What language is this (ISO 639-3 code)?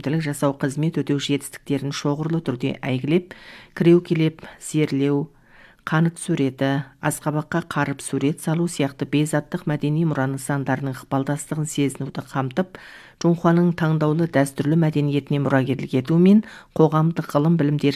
kaz